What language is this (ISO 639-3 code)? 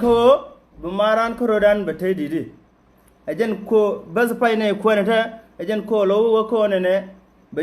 nus